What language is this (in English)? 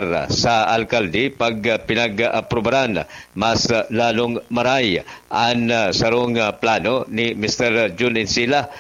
Bikol